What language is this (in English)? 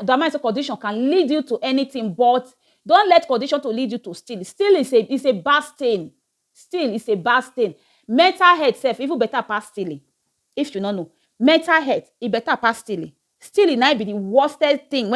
Nigerian Pidgin